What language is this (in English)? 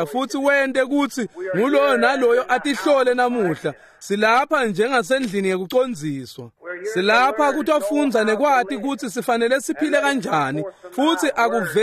Swati